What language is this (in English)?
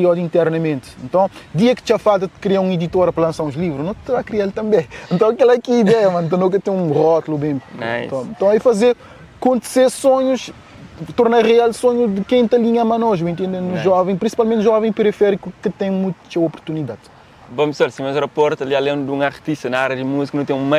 Kabuverdianu